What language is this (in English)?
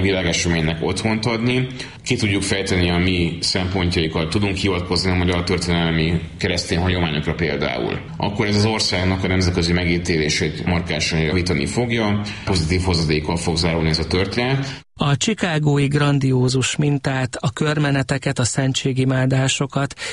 Hungarian